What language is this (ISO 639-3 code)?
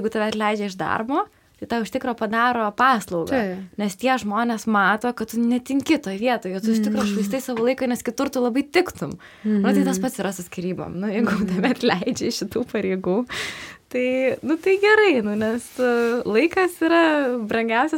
lit